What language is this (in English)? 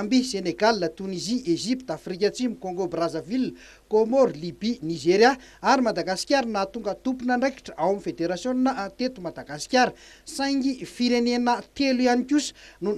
Malagasy